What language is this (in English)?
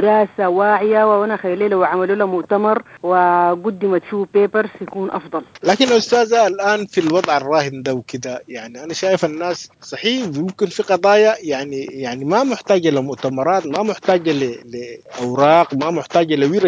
Sudanese Arabic